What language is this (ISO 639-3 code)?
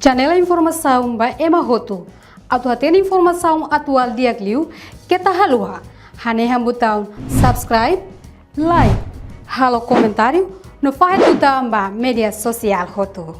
tet